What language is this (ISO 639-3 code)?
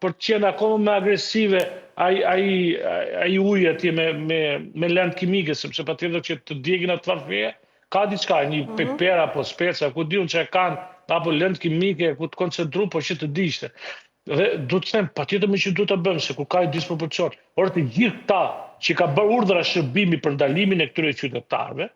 sqi